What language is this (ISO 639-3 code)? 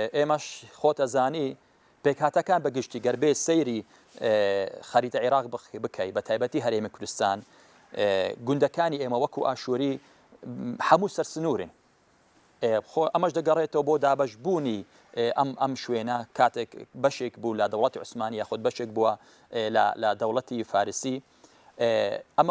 ckb